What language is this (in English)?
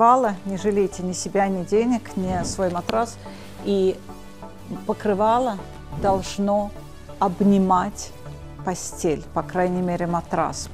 Russian